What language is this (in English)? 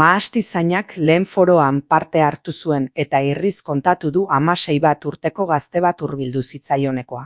Basque